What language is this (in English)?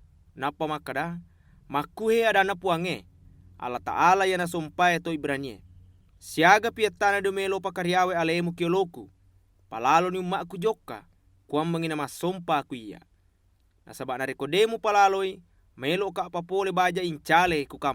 Buginese